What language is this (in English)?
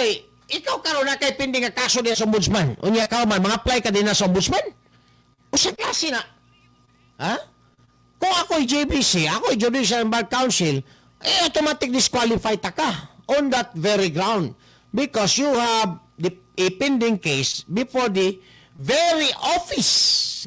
Cebuano